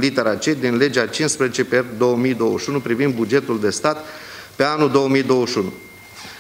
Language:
Romanian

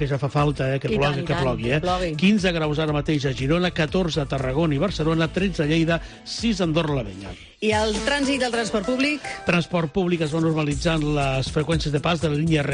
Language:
Catalan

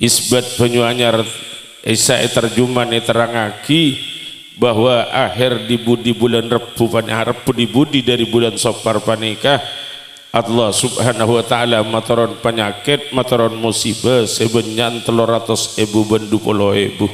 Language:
Madurese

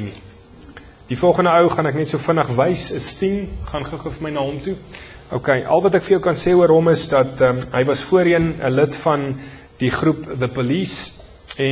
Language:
Afrikaans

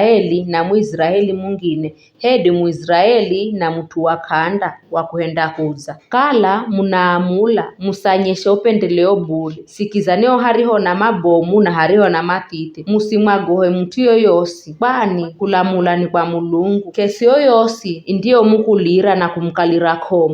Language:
Giryama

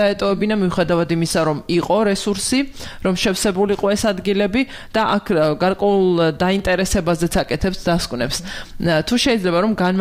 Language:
Georgian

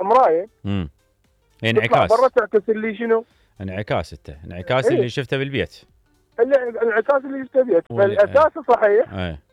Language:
Mesopotamian Arabic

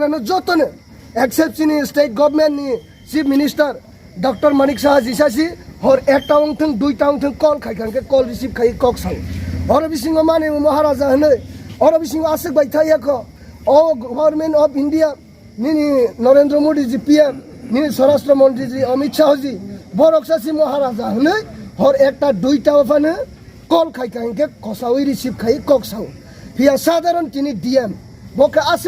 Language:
Kok Borok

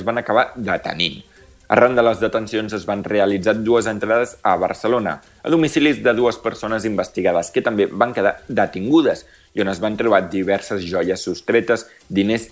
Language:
Catalan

